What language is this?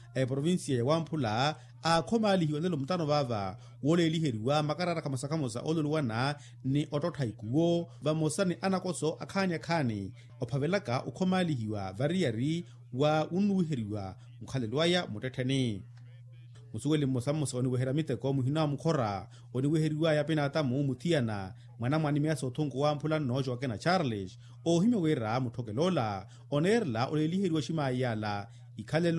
Makhuwa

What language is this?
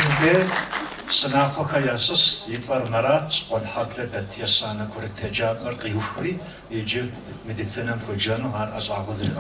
Kabardian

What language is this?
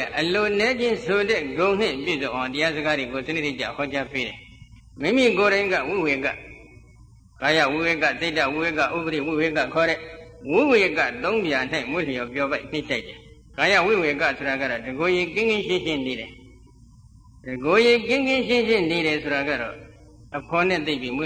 Burmese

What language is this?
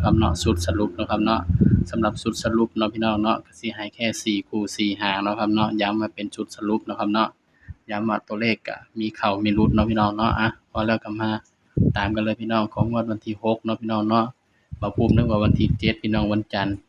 Northeastern Thai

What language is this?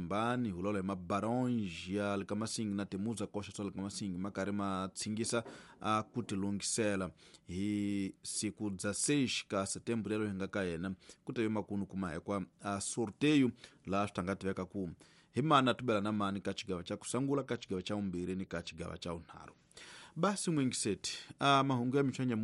Tsonga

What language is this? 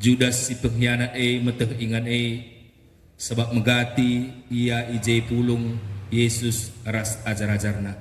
Batak Karo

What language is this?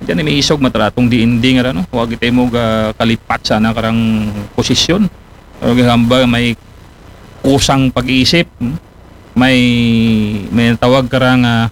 Aklanon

